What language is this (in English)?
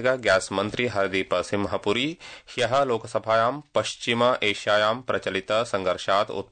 Sanskrit